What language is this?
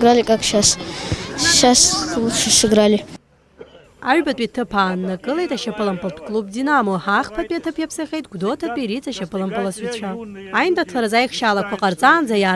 Abkhazian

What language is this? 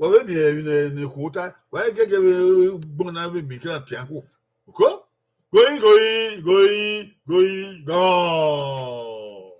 Bini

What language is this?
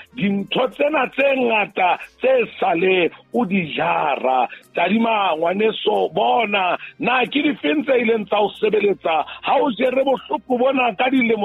Southern Sotho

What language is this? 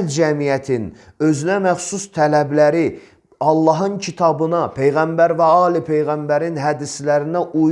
Azerbaijani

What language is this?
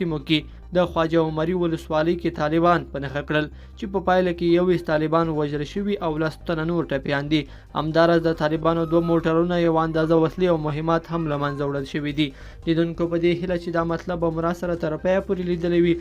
Pashto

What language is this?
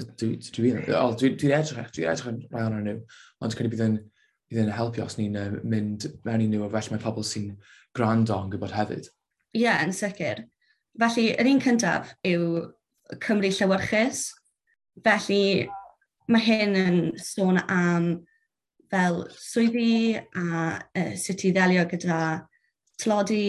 Welsh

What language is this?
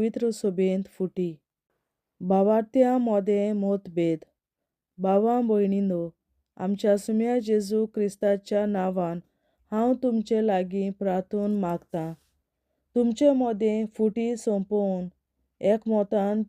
Konkani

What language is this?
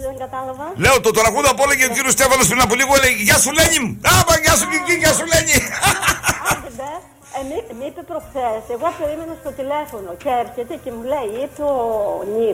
Greek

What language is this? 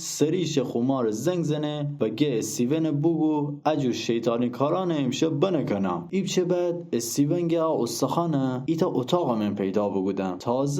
Gilaki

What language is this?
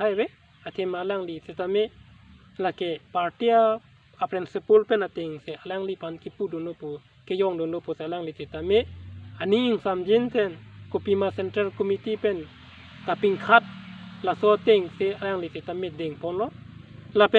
Karbi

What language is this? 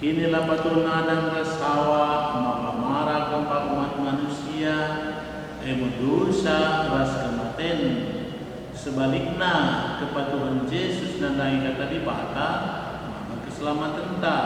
Batak Karo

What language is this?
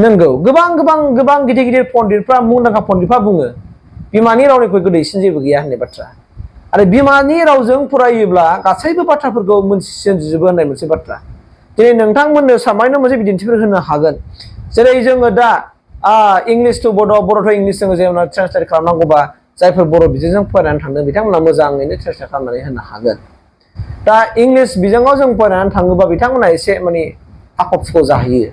Bodo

